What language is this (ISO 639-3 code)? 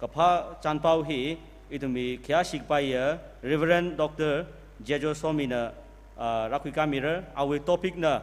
nmf